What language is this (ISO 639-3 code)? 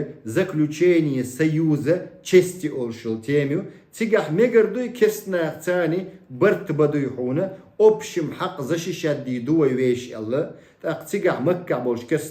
che